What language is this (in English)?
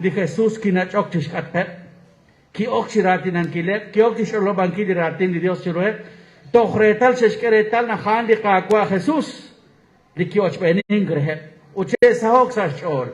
Kekchí